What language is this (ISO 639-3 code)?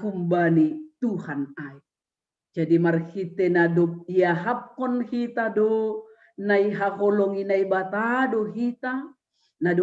bts